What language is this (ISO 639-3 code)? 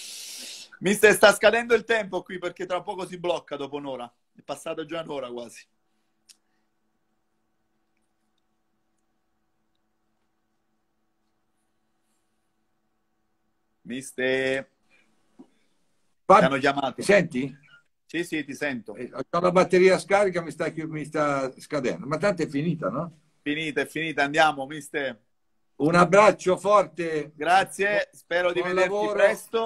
ita